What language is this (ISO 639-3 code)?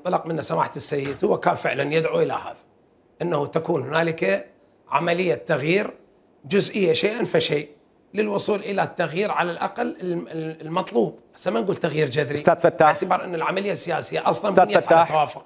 acm